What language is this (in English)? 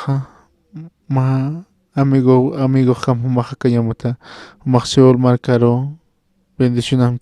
Aymara